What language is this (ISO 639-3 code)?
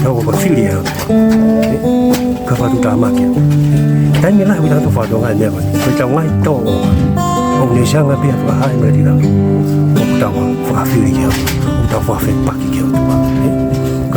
ton